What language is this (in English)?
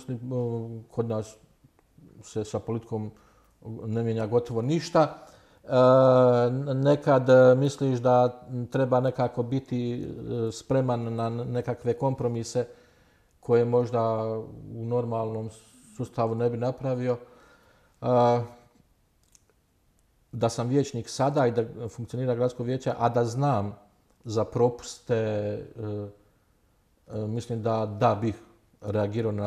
Bosnian